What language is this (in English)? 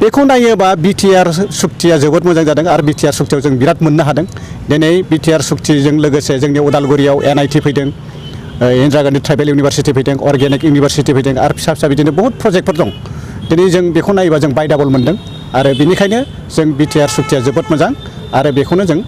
Bodo